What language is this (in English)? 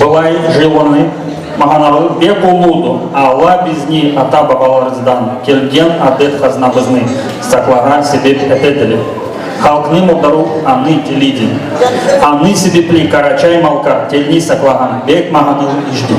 Karachay-Balkar